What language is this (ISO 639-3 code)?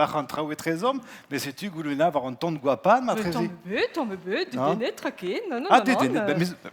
bre